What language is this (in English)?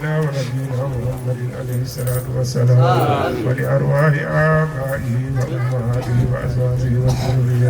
Fula